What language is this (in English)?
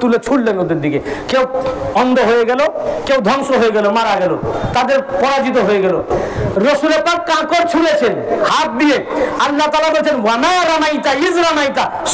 Bangla